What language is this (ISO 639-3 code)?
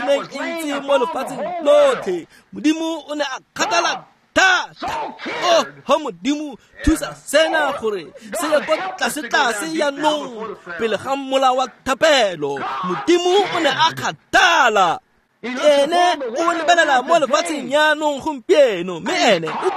tsn